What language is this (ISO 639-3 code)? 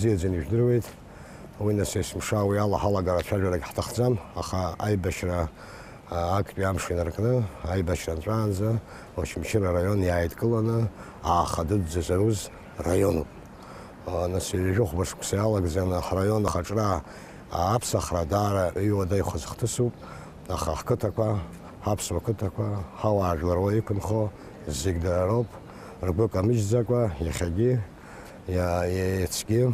abk